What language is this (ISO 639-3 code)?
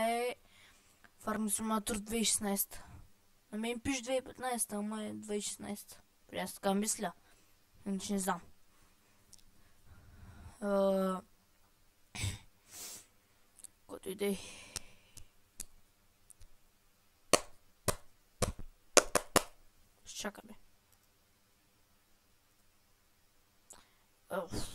bul